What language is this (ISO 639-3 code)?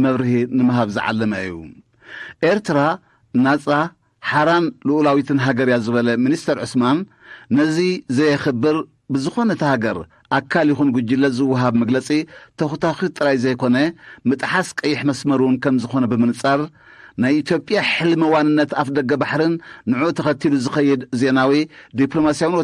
tir